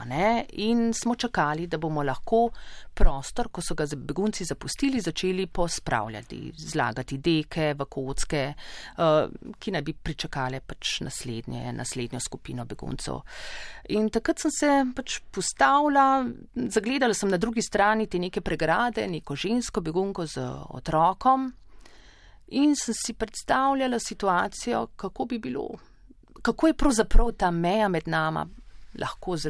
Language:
Slovenian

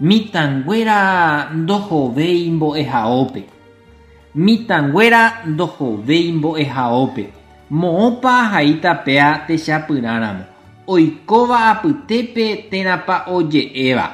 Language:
Guarani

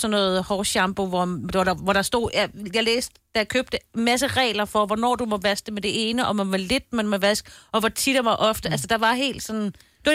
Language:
Danish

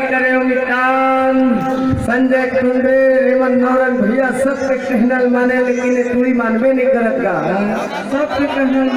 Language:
Chhattisgarhi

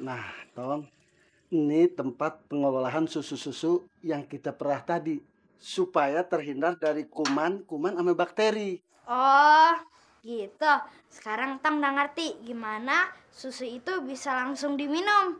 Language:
Betawi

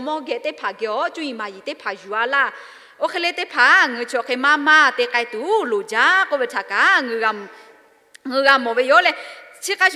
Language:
Lahu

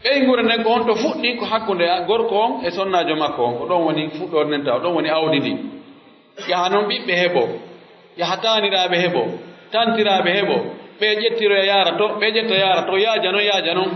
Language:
Pular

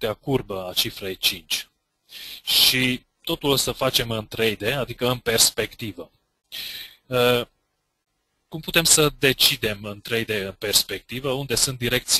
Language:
Romanian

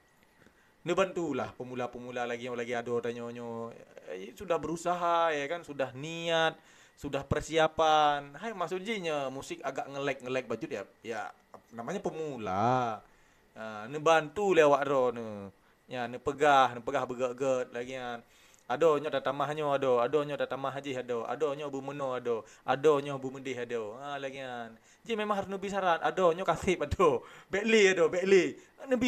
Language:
Achinese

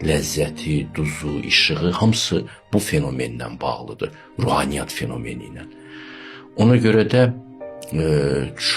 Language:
Azerbaijani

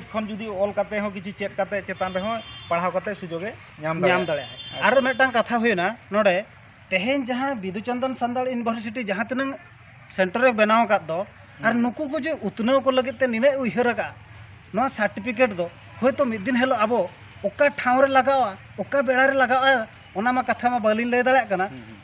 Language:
Santali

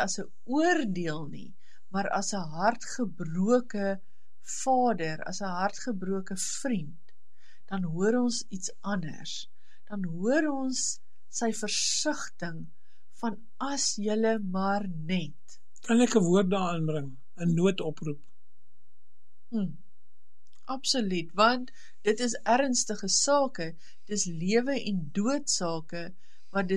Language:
Afrikaans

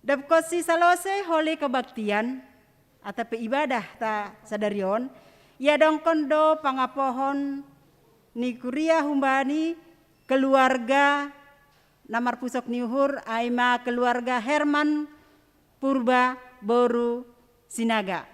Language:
Batak Simalungun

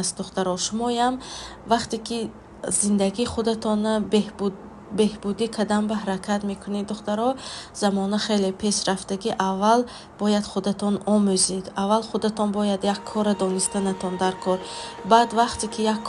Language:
Tajik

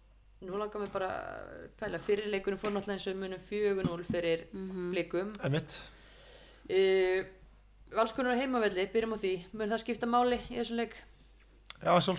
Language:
Icelandic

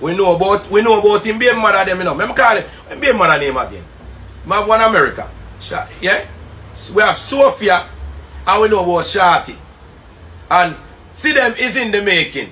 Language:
Jamaican Creole English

